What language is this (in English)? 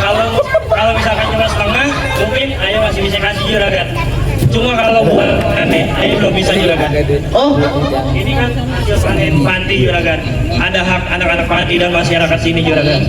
Betawi